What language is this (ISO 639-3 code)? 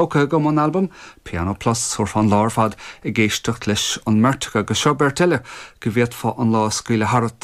gle